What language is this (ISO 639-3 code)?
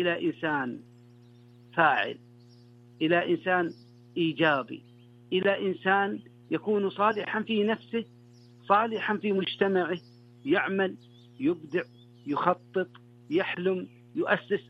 ara